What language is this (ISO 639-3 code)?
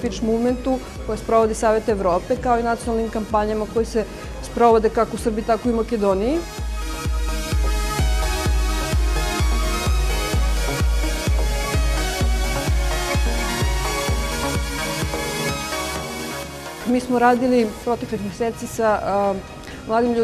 srp